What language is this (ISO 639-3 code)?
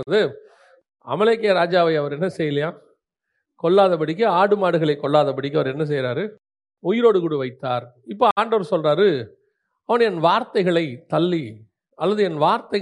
tam